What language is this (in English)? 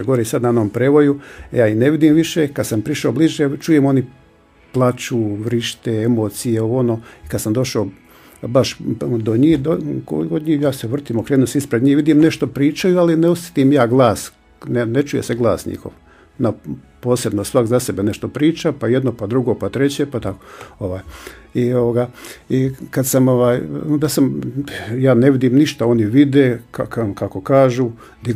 Croatian